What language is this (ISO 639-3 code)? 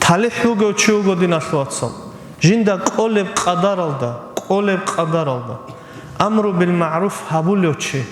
ava